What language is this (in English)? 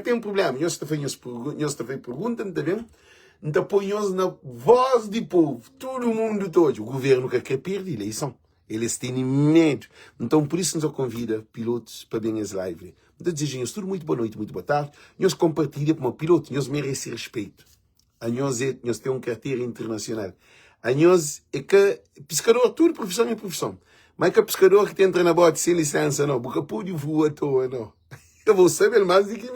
Kabuverdianu